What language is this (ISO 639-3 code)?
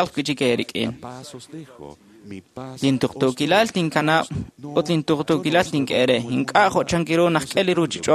kek